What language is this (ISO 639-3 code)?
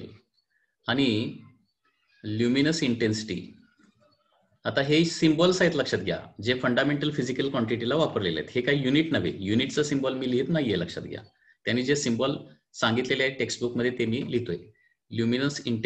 mar